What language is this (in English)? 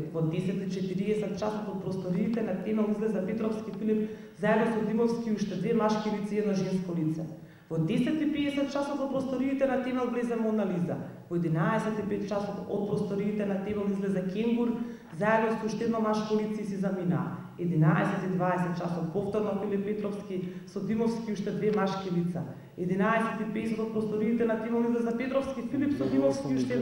Macedonian